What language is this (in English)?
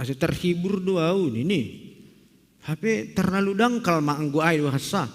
Batak Simalungun